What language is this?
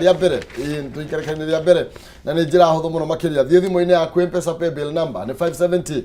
Kikuyu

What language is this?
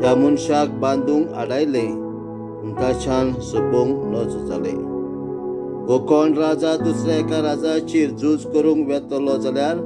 Konkani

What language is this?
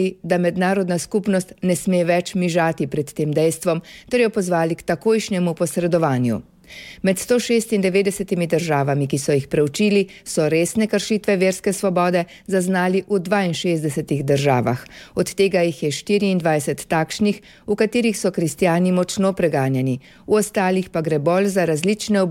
Slovenian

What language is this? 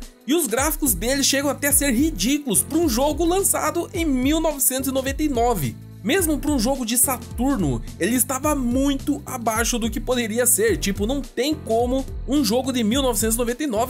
Portuguese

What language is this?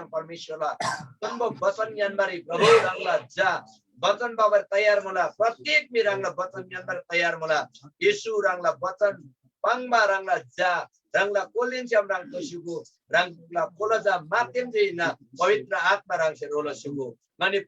Eastern Tamang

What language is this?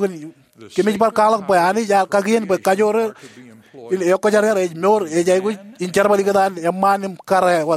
Marshallese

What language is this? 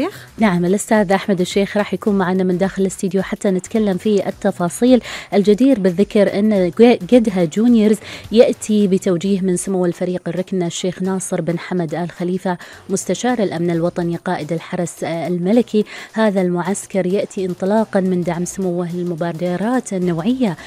Gulf Arabic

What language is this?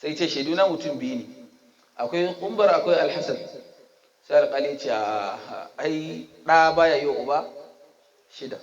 Hausa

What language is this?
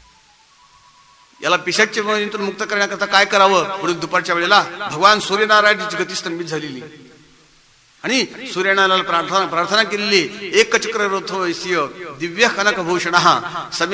Marathi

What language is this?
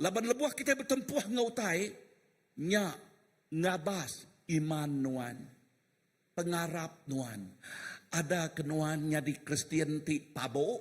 Iban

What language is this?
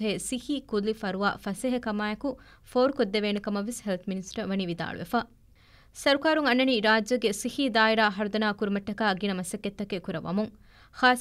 Divehi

